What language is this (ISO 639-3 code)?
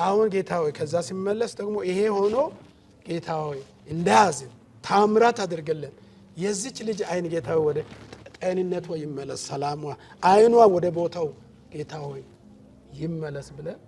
amh